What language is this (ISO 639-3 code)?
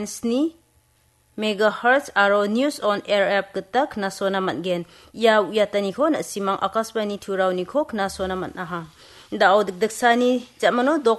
grt